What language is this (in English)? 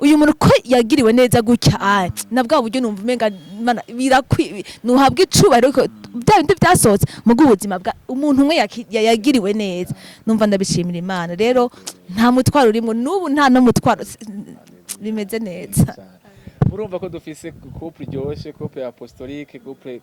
Rundi